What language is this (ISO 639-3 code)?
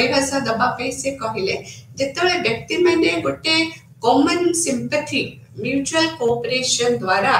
ori